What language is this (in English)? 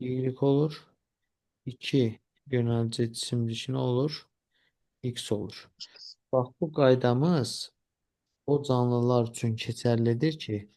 Azerbaijani